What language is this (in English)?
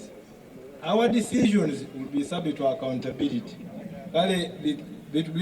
Soga